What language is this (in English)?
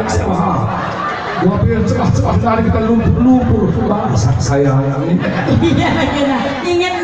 Batak Karo